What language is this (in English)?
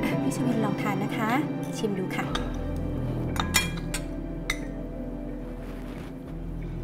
Thai